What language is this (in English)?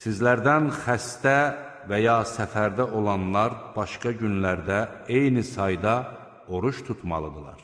Azerbaijani